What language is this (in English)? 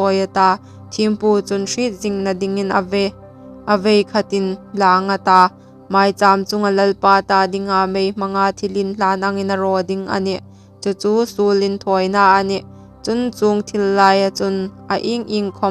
Hmar